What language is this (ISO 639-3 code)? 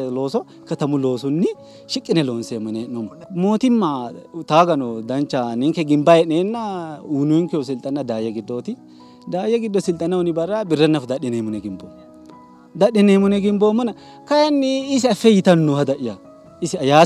sid